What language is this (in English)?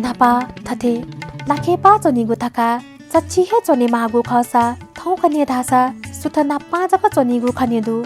Newari